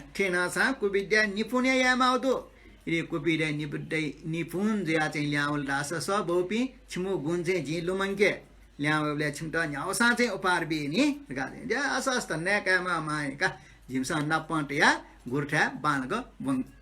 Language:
Newari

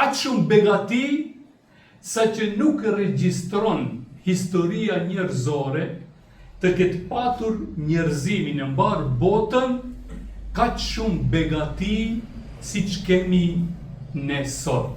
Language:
Albanian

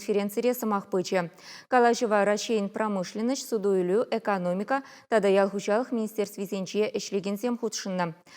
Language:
Chuvash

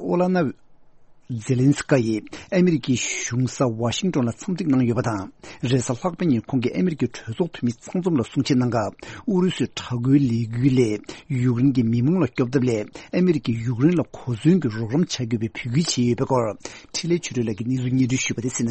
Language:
Tibetan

